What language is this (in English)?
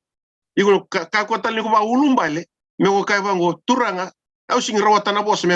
Fijian